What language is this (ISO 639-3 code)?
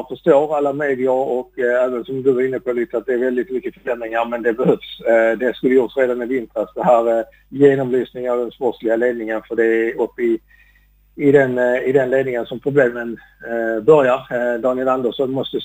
swe